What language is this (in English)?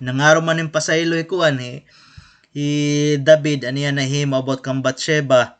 Waray